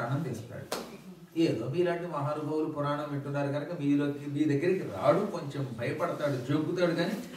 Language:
Telugu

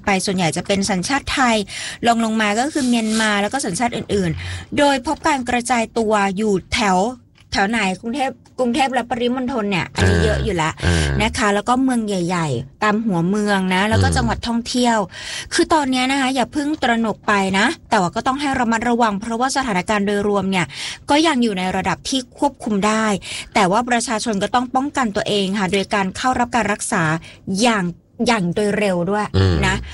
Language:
Thai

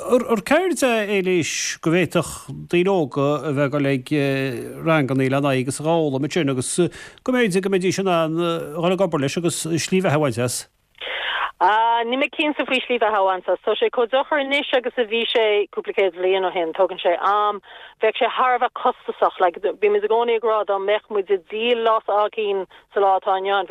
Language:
Irish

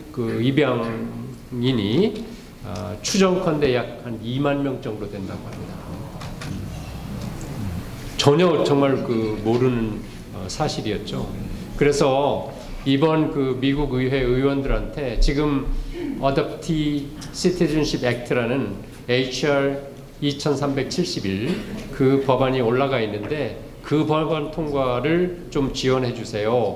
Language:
Korean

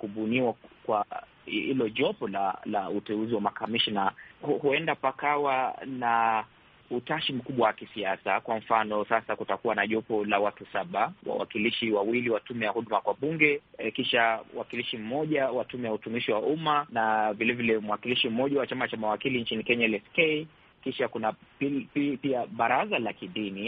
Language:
Swahili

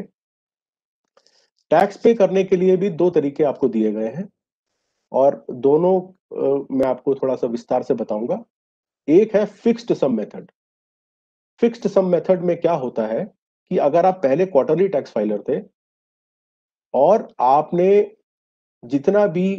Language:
Hindi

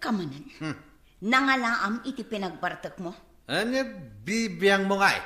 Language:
Iloko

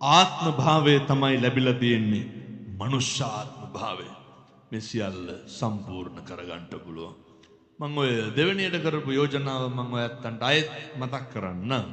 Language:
Sinhala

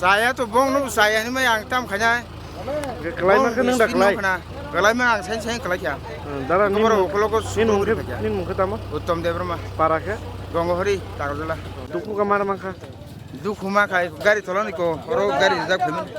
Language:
Kok Borok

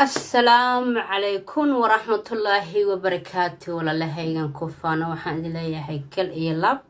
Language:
Somali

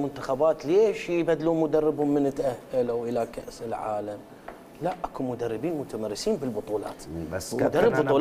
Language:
Mesopotamian Arabic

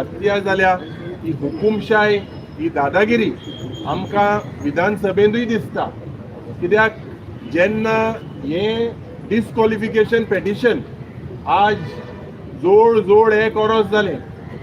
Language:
Konkani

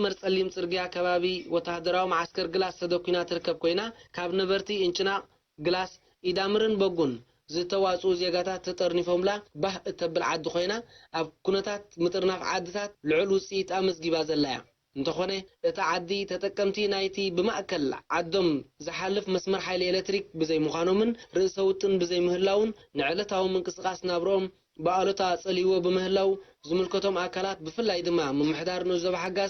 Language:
Tigrinya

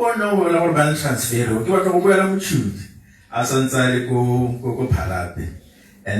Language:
Tswana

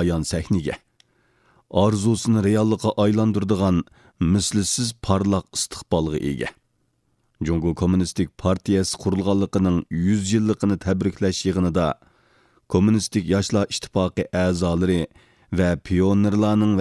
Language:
Uyghur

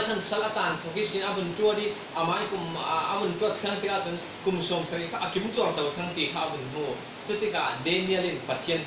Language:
Falam Chin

